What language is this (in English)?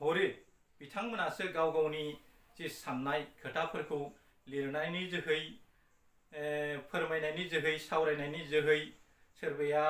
Bodo